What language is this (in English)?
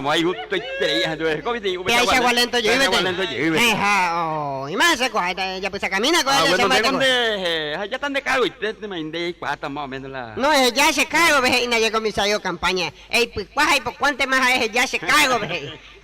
Guarani